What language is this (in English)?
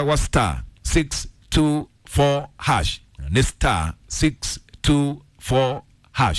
Kikuyu